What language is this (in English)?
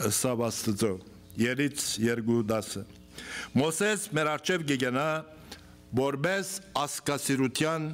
Western Armenian